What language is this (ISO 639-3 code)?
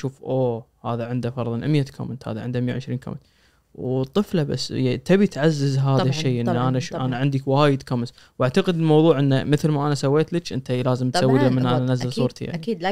ars